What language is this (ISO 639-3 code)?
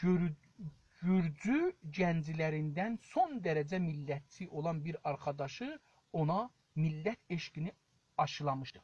azb